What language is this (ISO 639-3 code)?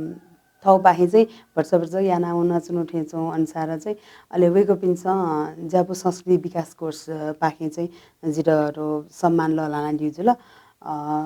new